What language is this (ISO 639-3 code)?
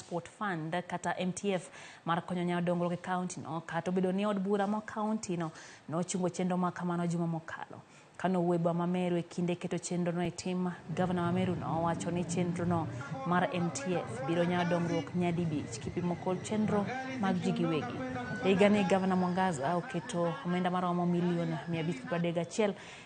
luo